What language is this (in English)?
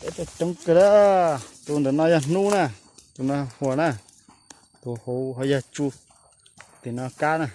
Hmong